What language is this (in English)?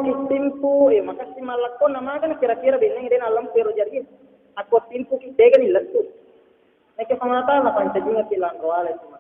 Buginese